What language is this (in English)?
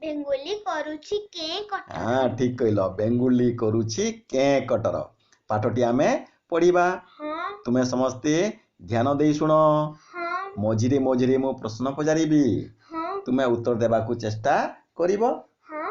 Odia